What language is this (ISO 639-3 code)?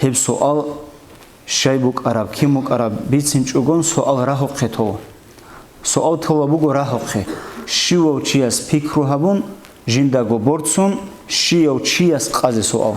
ava